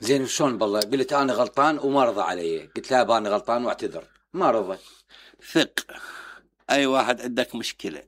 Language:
Mesopotamian Arabic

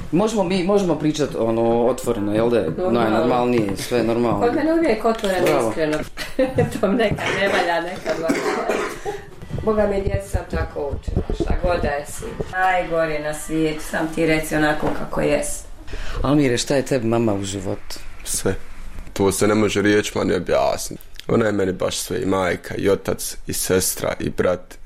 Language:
Bosnian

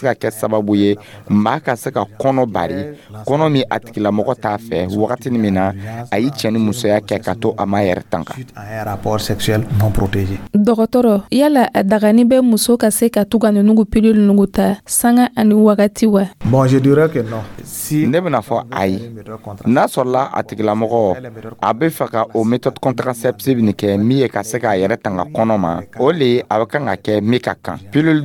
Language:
Dyula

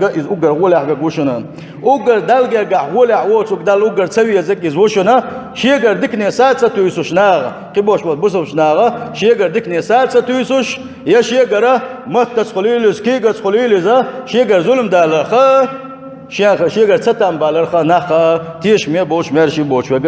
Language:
Chechen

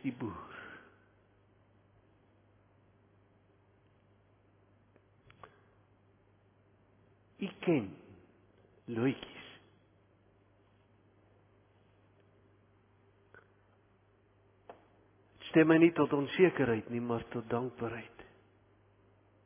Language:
Afrikaans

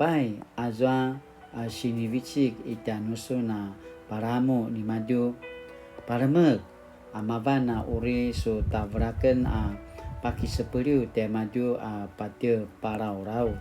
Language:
Paiwan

